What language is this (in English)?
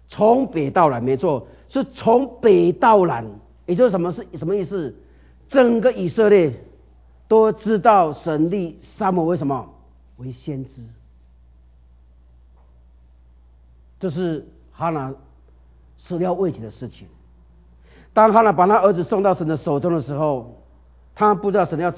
Chinese